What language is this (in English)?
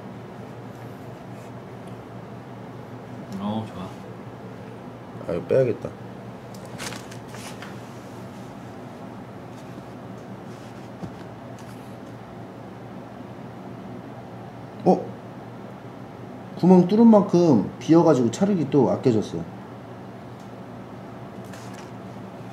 Korean